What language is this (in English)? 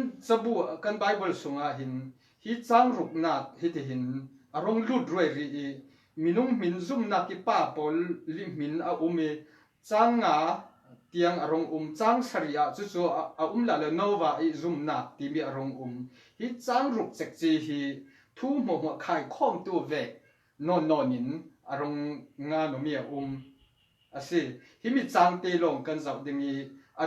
Falam Chin